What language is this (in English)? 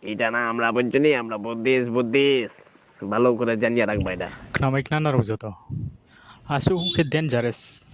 Riang (India)